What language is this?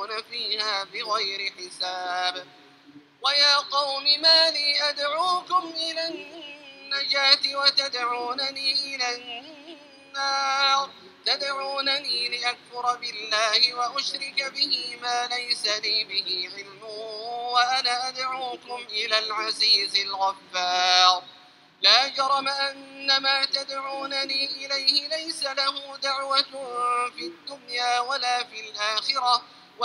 Arabic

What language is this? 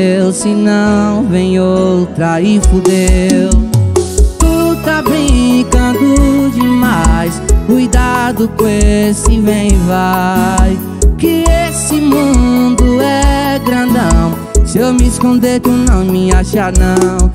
Portuguese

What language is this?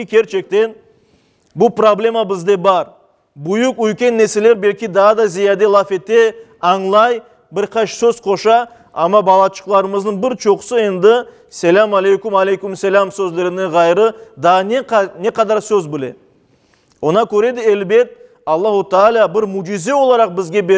Crimean Tatar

